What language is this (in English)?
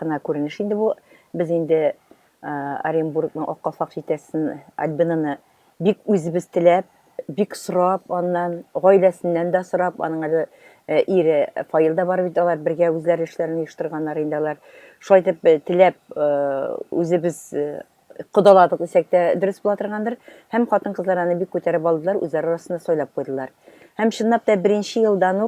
Tatar